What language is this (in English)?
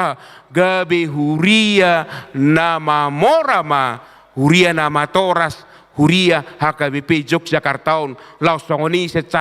Batak Toba